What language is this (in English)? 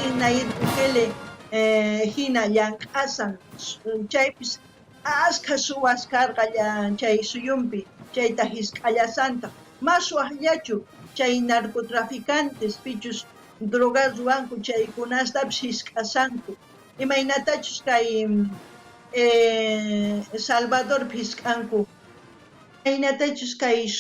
South Bolivian Quechua